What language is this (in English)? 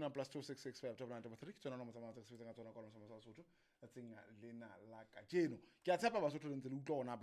Southern Sotho